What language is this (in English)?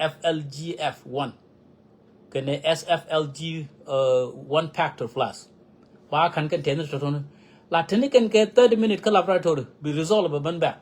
Nuer